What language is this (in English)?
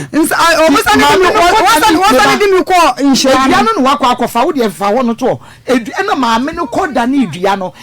Akan